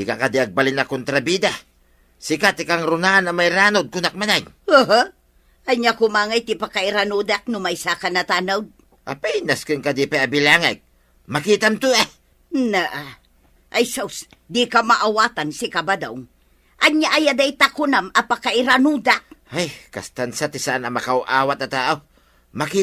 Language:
Iloko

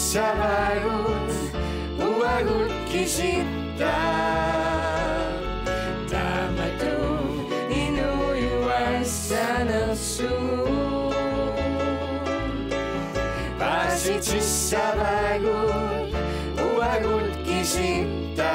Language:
Kalaallisut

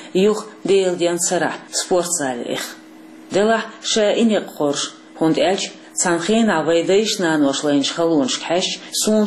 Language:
Chechen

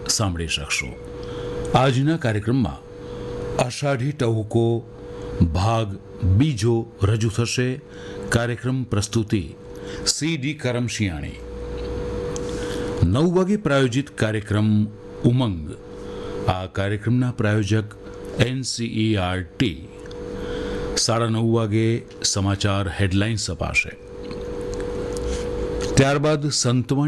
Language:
Gujarati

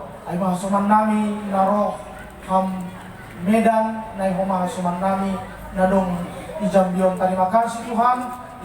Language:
Batak Simalungun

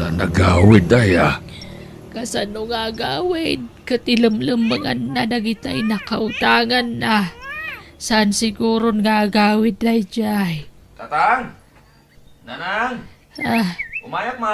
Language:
Iloko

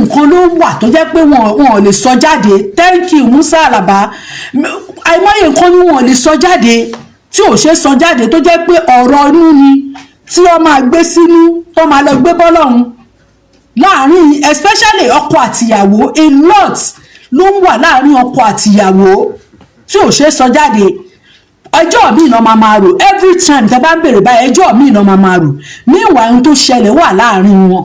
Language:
Yoruba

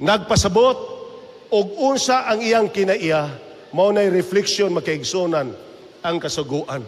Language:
Cebuano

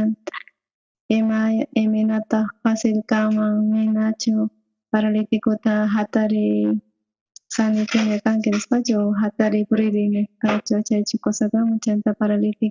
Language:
South Bolivian Quechua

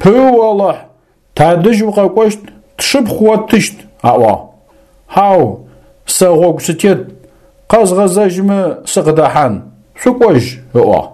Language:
Adyghe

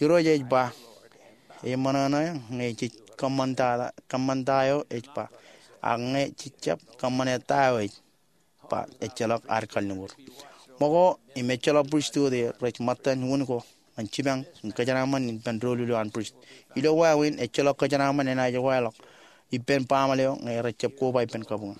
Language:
Marshallese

